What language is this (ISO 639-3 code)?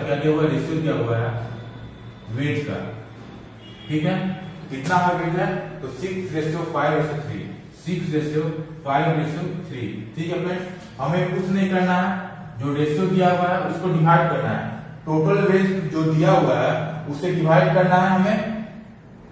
hin